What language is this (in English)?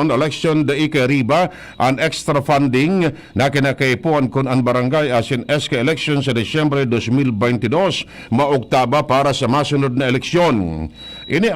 Bikol